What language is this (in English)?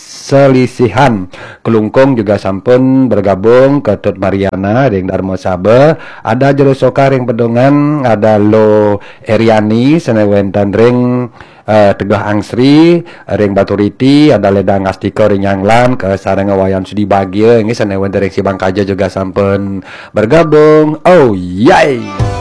Balinese